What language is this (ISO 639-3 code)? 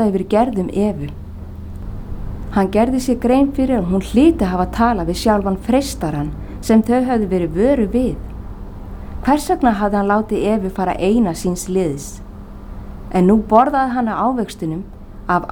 isl